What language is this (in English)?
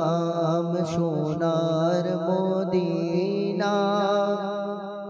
Bangla